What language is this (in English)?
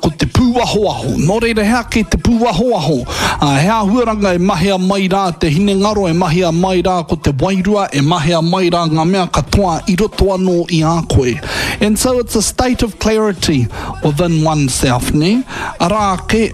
Māori